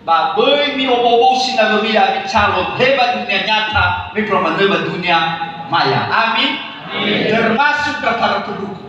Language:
Nias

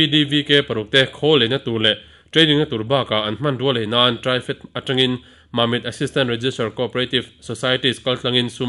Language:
Mizo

